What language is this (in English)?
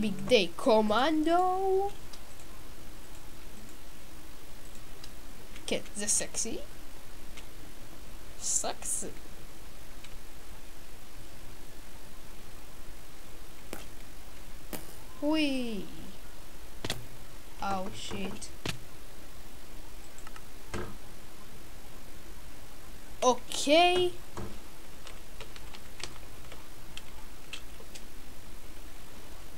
Hebrew